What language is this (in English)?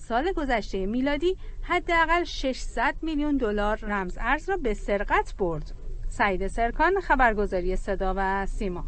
Tajik